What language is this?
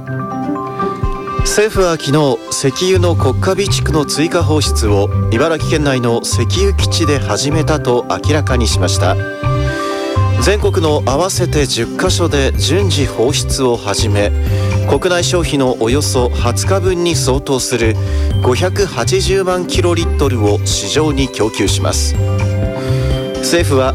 Japanese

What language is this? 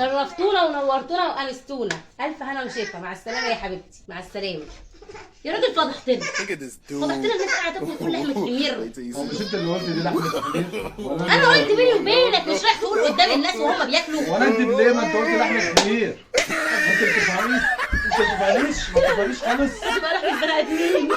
Egyptian Arabic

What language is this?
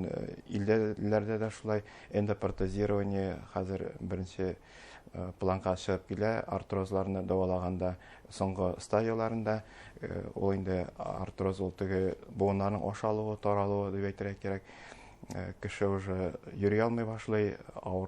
Bashkir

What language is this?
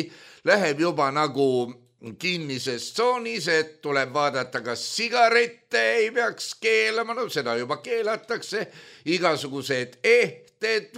Estonian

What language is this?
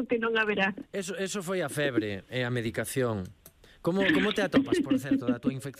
Galician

